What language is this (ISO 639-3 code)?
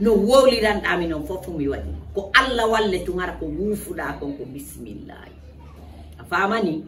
ful